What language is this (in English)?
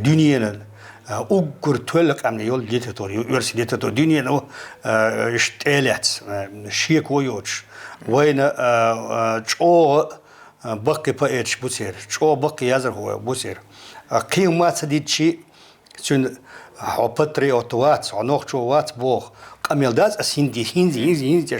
Chechen